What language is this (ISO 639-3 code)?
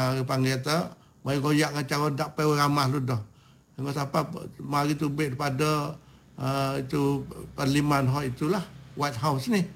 msa